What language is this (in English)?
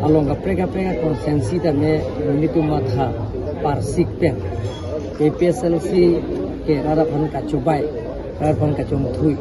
Karbi